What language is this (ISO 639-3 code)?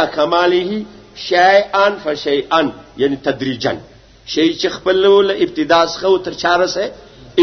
pus